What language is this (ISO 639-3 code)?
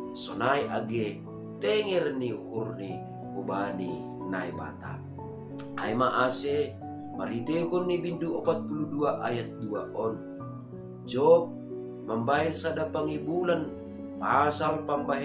bts